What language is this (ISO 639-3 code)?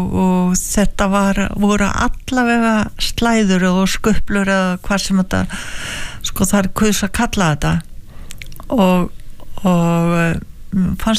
isl